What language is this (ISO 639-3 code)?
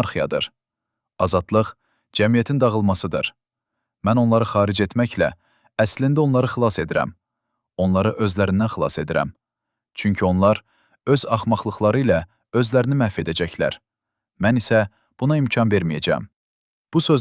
aze